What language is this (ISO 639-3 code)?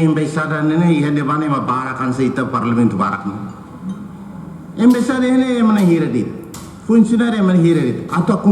tet